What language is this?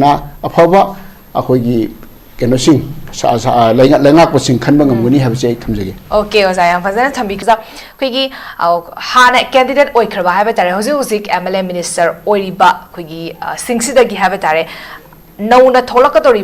Manipuri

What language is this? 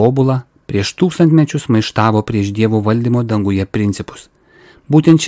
Lithuanian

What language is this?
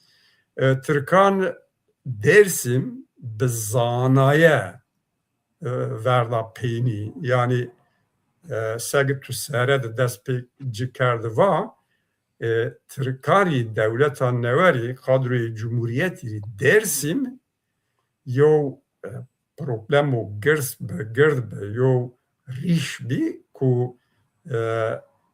Zaza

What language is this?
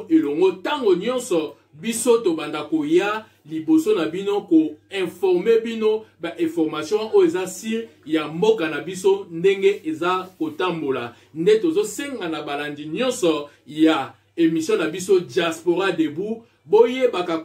Lingala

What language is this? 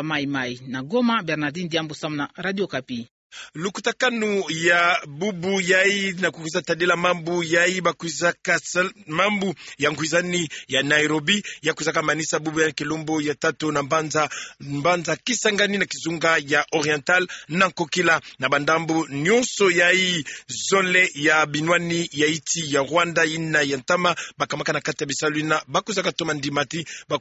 Kituba (Democratic Republic of Congo)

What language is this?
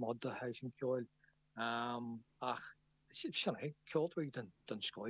Irish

